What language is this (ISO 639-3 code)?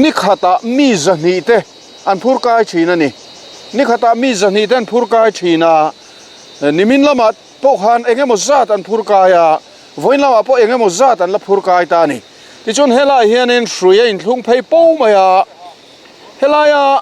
lus